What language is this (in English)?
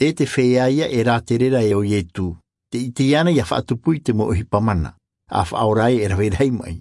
Tahitian